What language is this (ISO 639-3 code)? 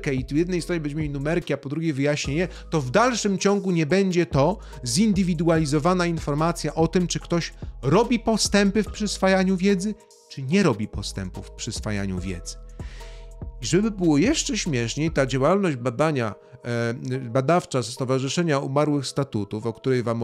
pol